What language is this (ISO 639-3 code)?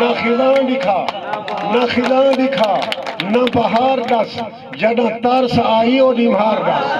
skr